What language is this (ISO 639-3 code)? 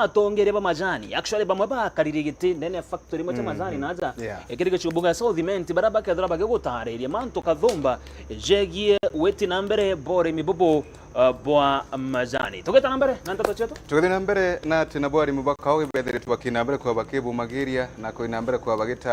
mer